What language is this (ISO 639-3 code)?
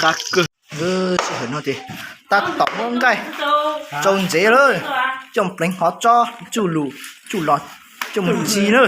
hmn